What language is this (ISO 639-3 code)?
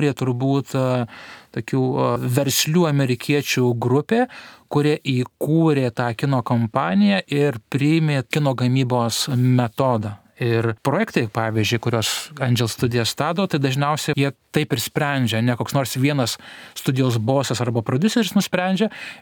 lit